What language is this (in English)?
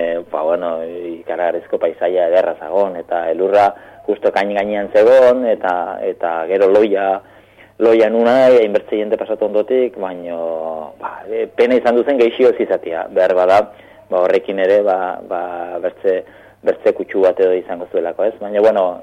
Basque